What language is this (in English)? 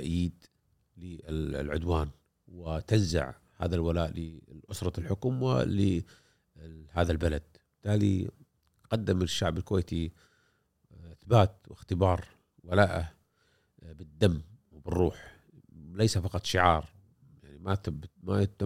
Gulf Arabic